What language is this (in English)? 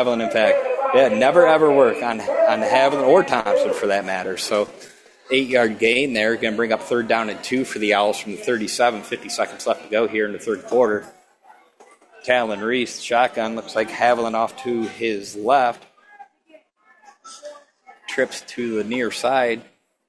English